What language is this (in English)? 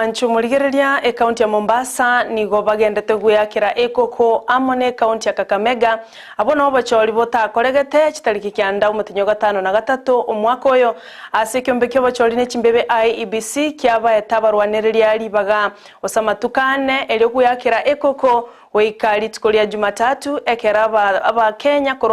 Gusii